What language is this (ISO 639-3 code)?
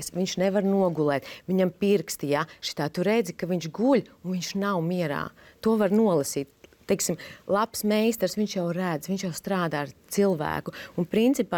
lav